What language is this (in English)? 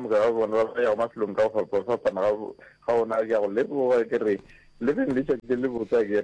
Northern Sotho